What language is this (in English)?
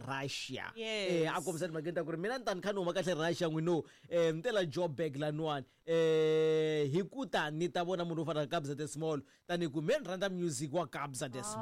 Tsonga